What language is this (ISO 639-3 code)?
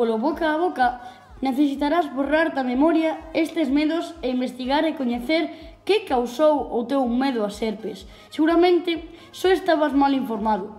glg